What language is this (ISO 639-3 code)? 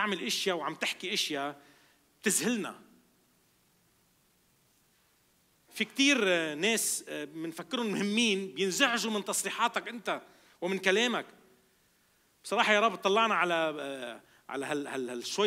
apc